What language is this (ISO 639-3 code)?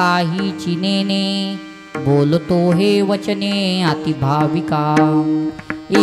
mar